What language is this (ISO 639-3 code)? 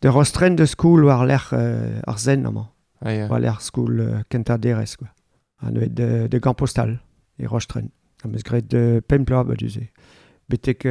bre